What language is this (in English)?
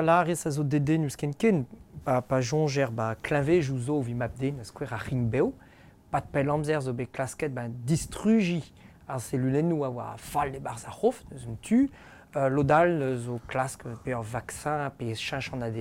Breton